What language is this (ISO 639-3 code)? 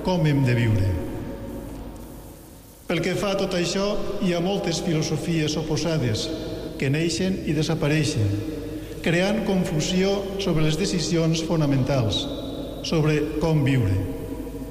cat